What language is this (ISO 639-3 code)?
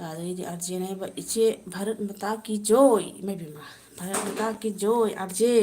mni